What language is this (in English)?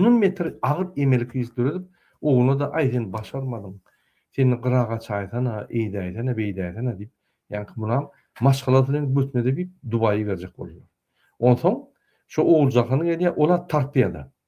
Turkmen